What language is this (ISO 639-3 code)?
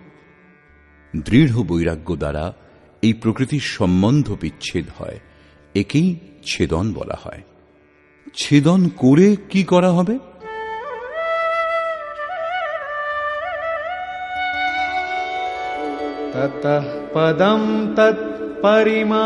ben